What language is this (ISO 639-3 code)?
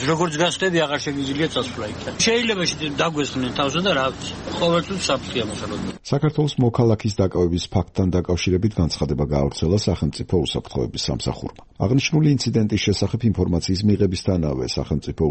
kat